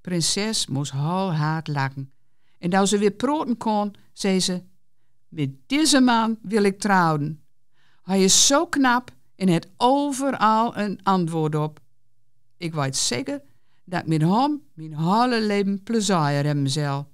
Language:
Gronings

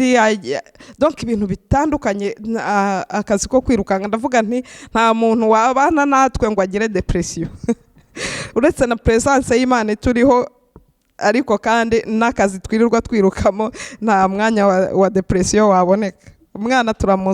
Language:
Kinyarwanda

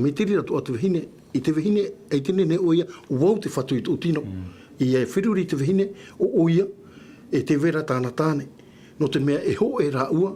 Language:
Tahitian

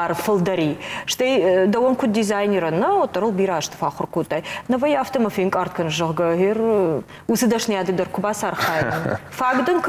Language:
Ossetic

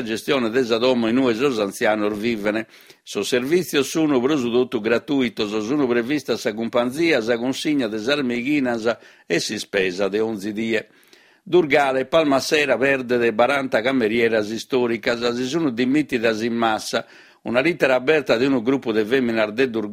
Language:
Sardinian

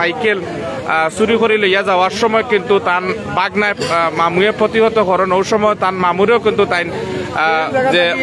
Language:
Sylheti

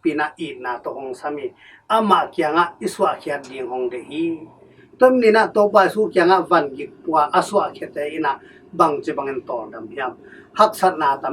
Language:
Tedim Chin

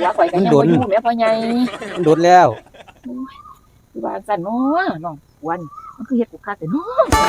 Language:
Northeastern Thai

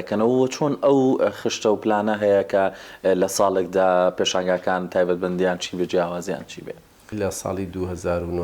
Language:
Central Kurdish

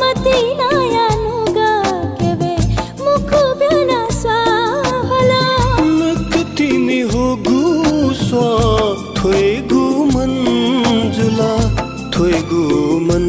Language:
Newari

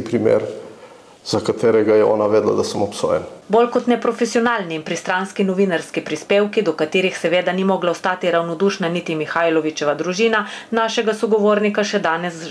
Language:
Slovenian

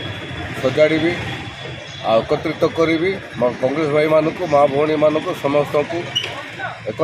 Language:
Odia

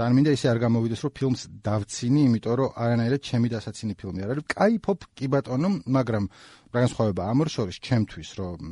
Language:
Georgian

